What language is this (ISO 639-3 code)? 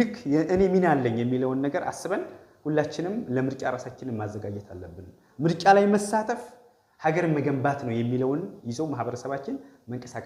amh